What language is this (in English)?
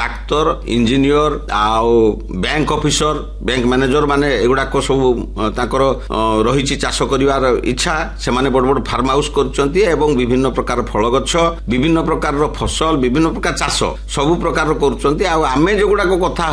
Odia